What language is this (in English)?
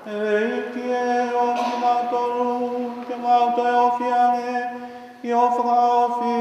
Tongan